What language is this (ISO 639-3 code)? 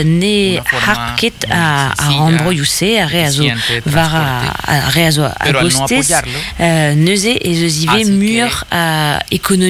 bre